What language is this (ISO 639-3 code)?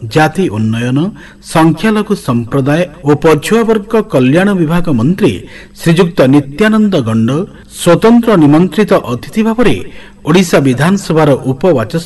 ori